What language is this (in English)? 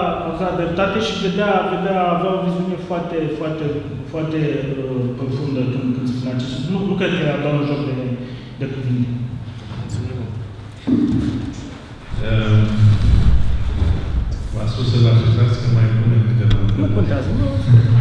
Romanian